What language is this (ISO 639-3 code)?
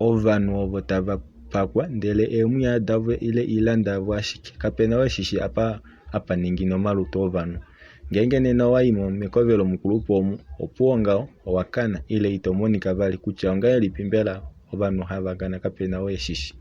kua